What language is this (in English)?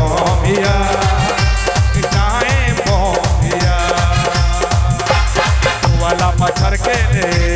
Bhojpuri